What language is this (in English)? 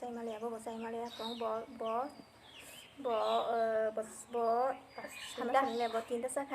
Kok Borok